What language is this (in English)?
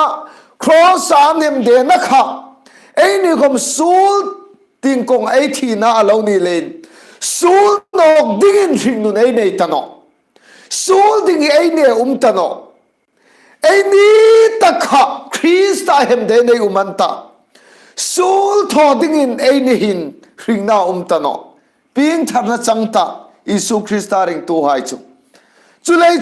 Hmar